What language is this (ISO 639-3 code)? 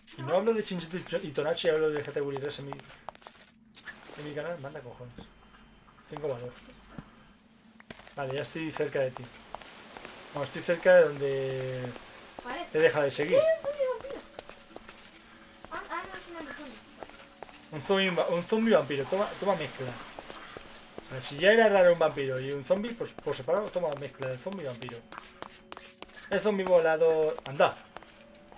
spa